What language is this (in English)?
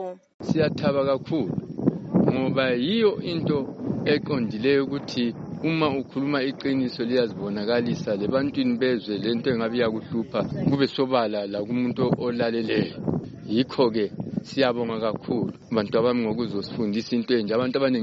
North Ndebele